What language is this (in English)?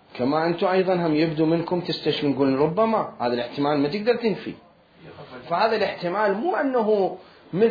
Mesopotamian Arabic